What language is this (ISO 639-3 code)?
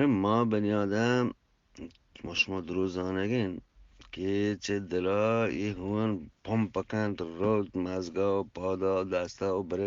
bgp